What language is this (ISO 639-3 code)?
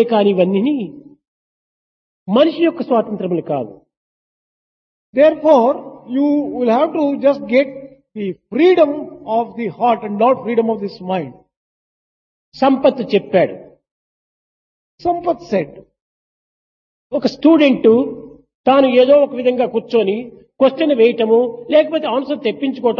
tel